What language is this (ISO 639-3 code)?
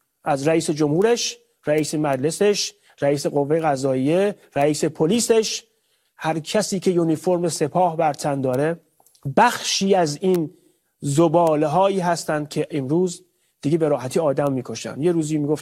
fas